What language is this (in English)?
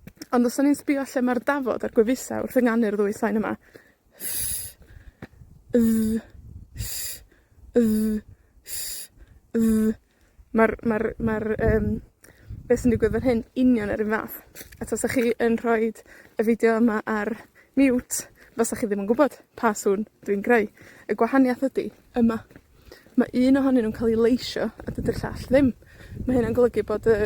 Welsh